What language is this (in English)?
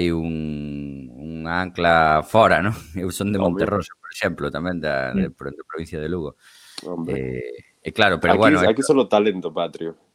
Galician